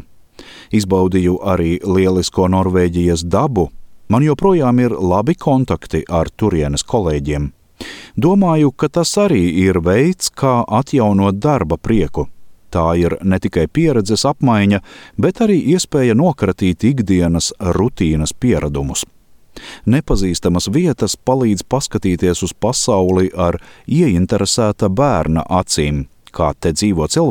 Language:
Latvian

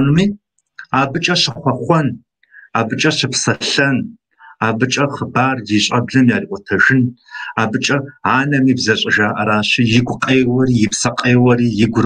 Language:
Kabardian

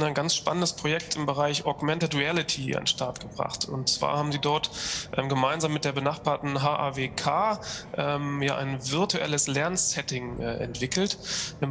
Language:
German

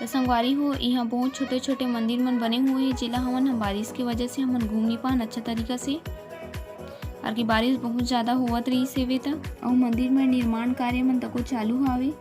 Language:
Chhattisgarhi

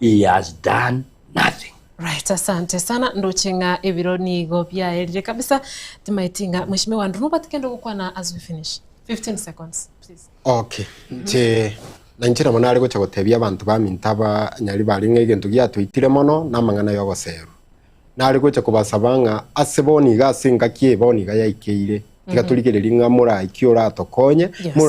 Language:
Gusii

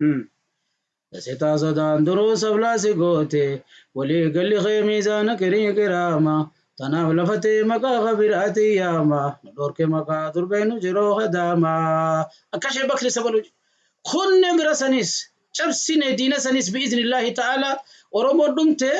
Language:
Oromo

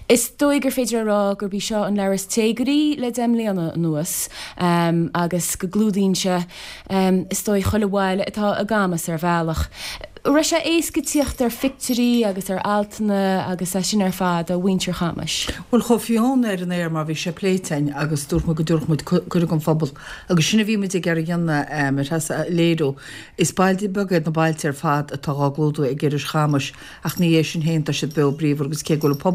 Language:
Irish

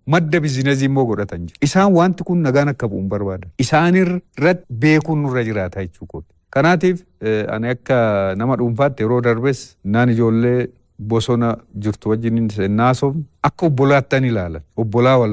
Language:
Oromo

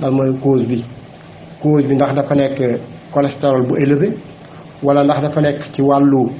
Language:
Wolof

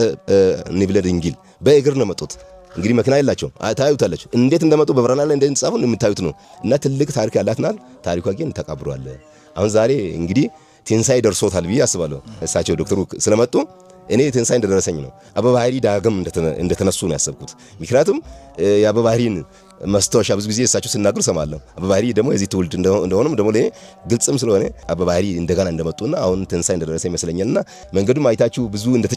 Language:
Amharic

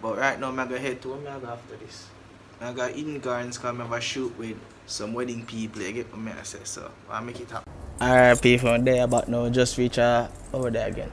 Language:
Jamaican Creole English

